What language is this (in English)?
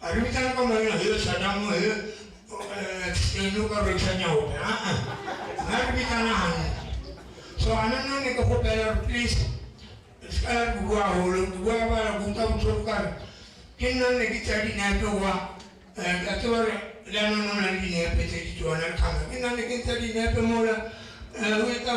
Northern Sotho